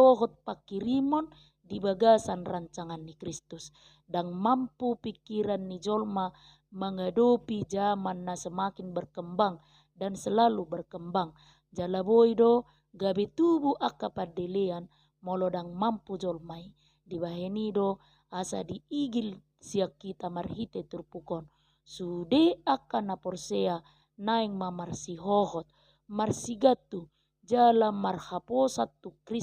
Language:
Batak Toba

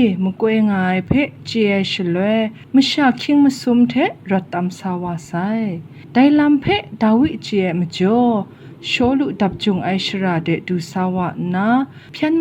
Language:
Kachin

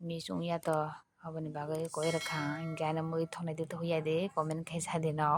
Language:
Kok Borok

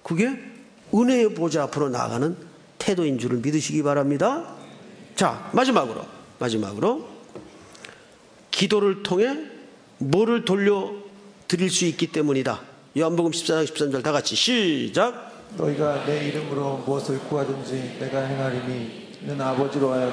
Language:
Korean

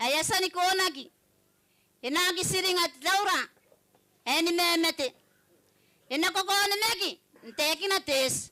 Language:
Gilbertese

